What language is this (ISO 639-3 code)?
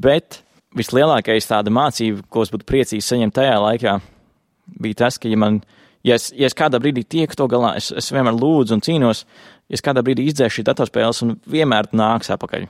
lav